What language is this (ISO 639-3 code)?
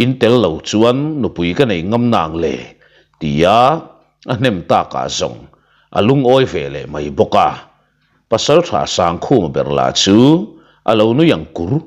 lus